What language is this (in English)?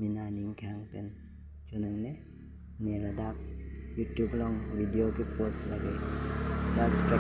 Karbi